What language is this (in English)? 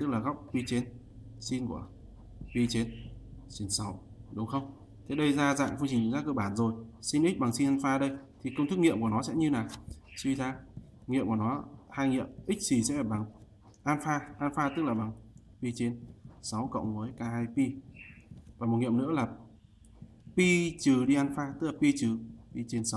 Vietnamese